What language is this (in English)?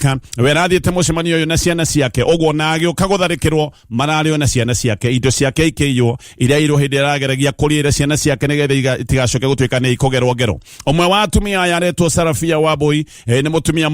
Kikuyu